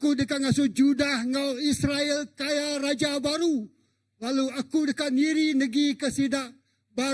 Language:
Iban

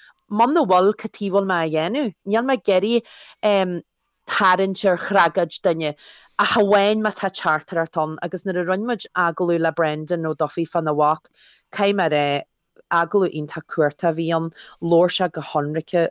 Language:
Irish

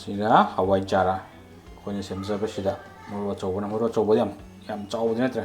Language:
Manipuri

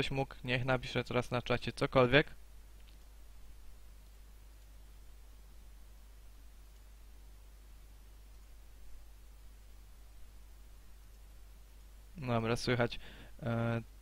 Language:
Polish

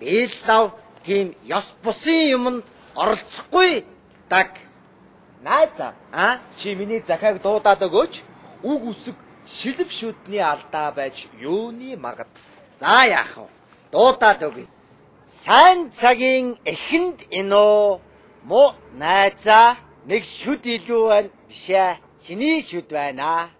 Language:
Mongolian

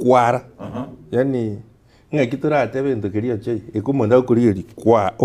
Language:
Gusii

